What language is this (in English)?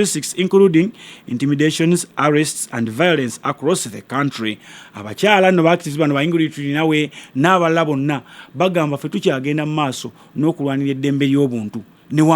Ganda